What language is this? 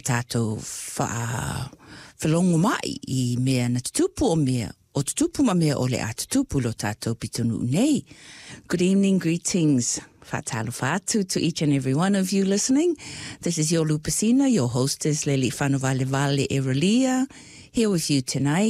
Samoan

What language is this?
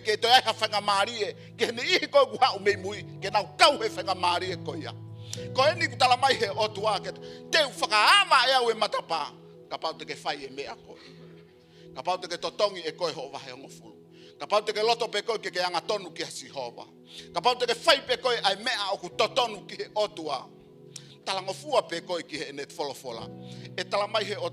Tongan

